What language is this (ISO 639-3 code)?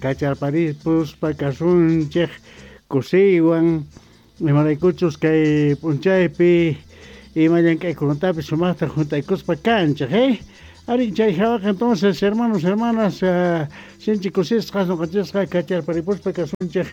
quh